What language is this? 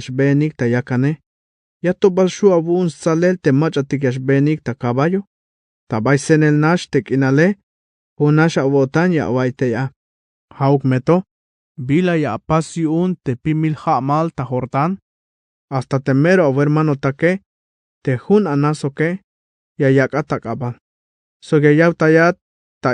Tzeltal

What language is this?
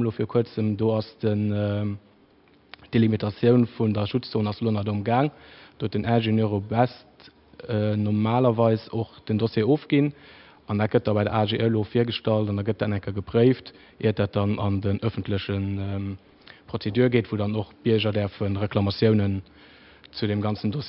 Luxembourgish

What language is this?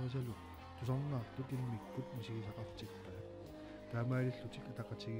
Kalaallisut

